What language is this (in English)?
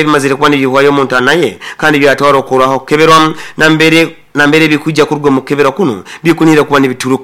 Nyoro